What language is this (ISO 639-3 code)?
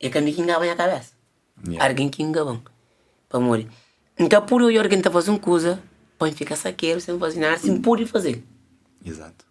kea